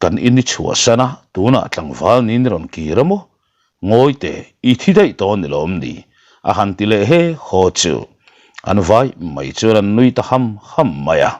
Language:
Mizo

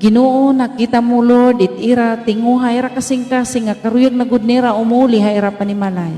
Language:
Waray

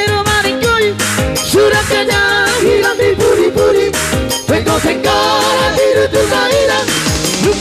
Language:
Batak Toba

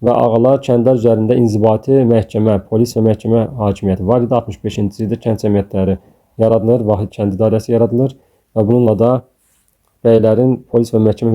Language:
Azerbaijani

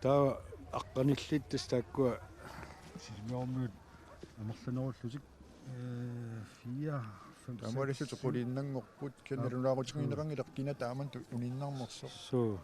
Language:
Kalaallisut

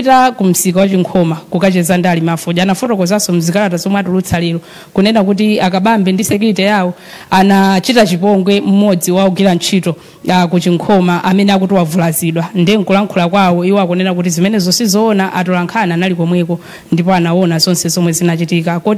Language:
Nyanja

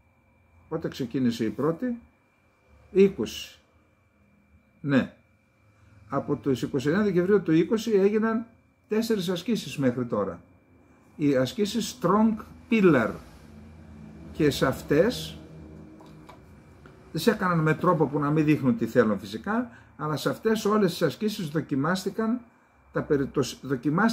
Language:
Greek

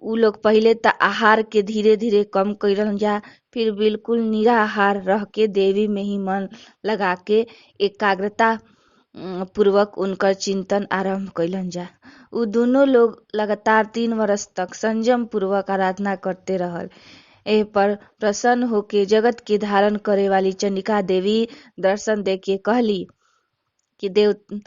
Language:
Bhojpuri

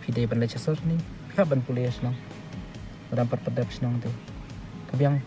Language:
Khasi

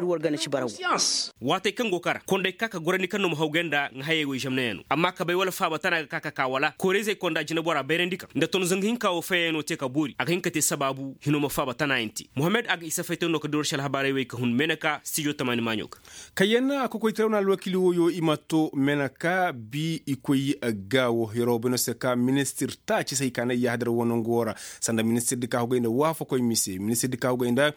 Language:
Koyraboro Senni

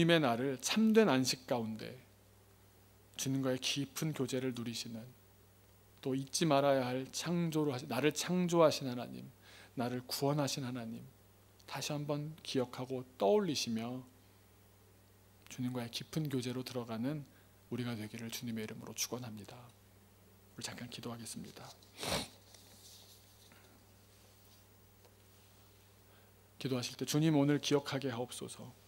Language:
Korean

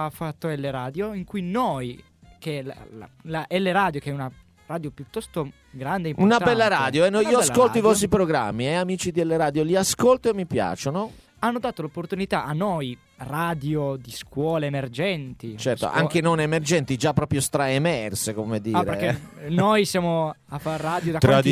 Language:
Italian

